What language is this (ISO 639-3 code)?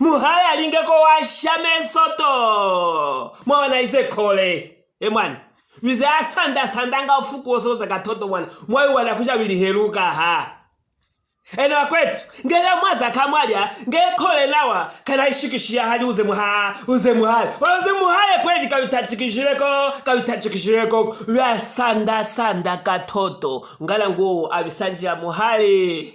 lue